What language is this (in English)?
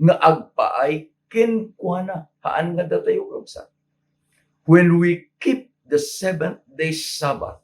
Iloko